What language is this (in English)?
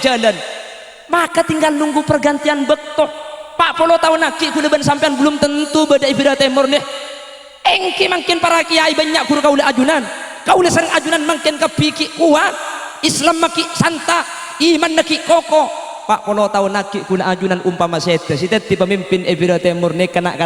Madurese